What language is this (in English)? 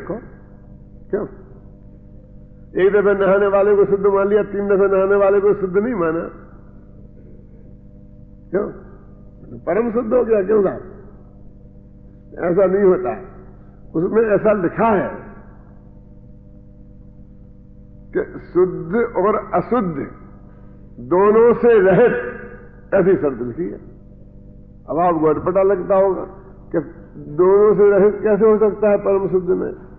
Hindi